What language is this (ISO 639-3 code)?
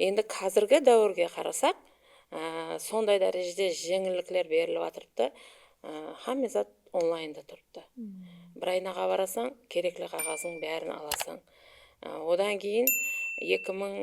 kaa